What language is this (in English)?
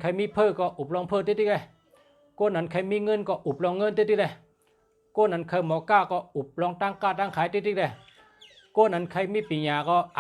Shan